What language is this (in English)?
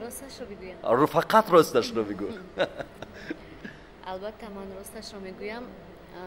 Tajik